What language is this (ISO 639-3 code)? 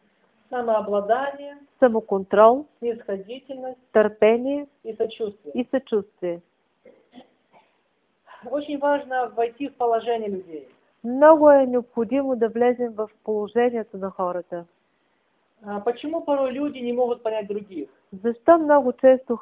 bul